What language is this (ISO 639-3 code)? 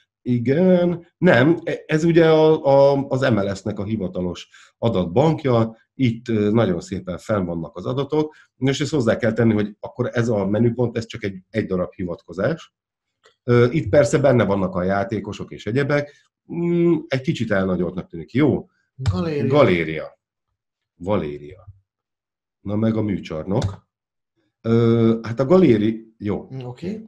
hun